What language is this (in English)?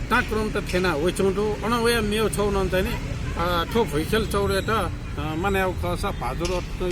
Newari